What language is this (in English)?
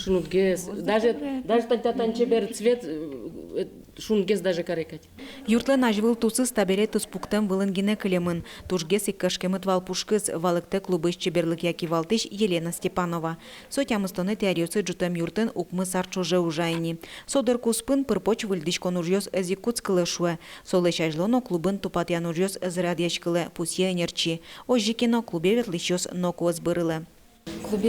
Udmurt